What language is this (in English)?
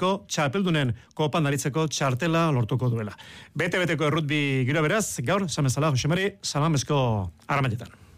Basque